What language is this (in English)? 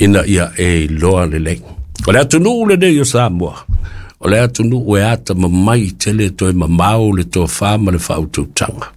Samoan